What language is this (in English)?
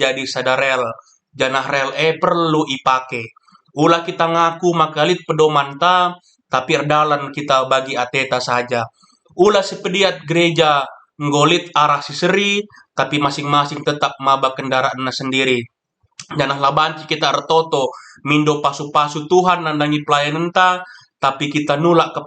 Batak Karo